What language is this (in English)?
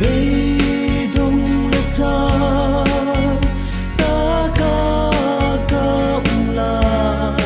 Hmar